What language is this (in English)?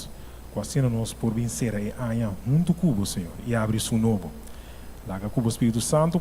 Papiamento